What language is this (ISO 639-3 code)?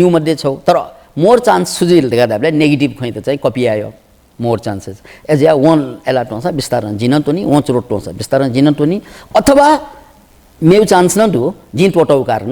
new